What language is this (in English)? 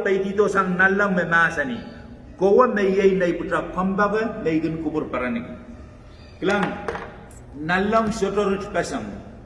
Pohnpeian